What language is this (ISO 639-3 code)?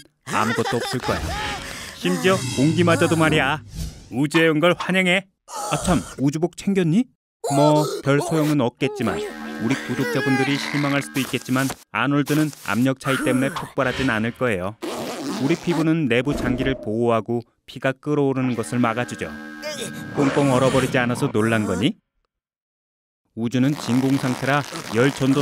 kor